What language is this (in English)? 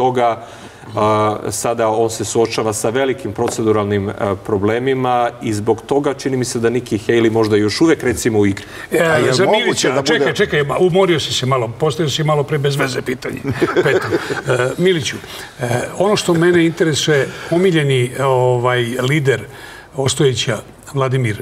Serbian